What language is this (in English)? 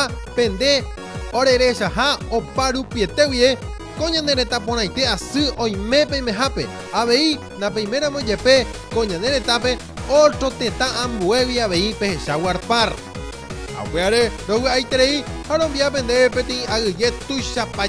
Guarani